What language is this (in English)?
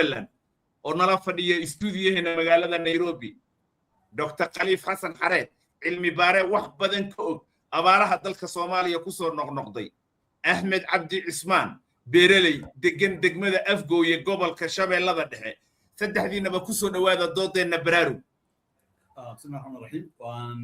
Somali